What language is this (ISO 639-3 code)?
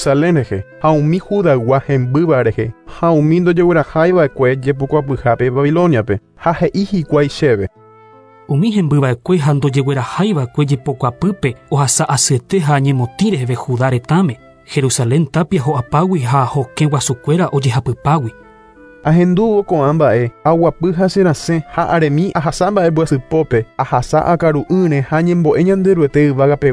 grn